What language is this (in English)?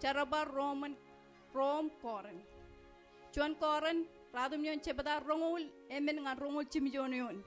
Marshallese